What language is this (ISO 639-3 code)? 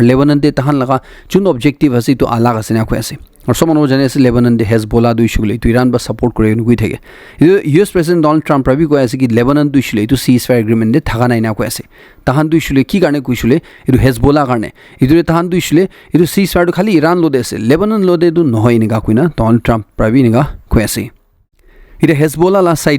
nag